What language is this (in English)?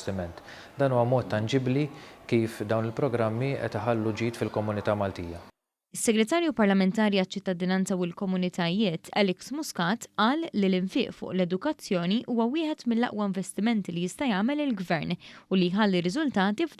Maltese